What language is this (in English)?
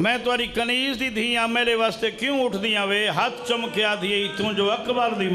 Saraiki